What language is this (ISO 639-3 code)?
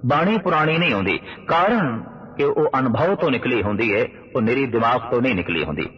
pan